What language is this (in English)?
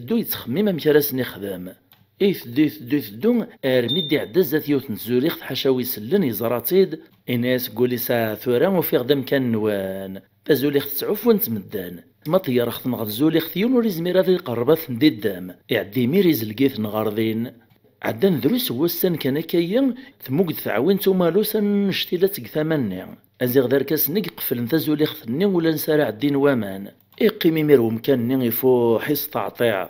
Kabyle